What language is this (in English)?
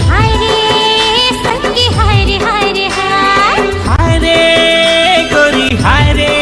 Chhattisgarhi